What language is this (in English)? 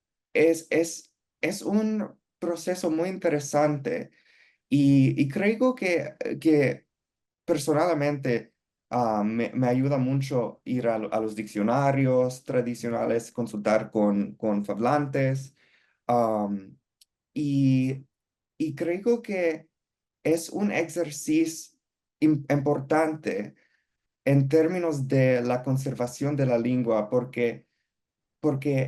Ladino